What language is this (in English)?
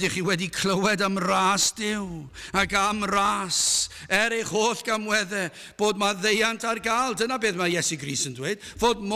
Welsh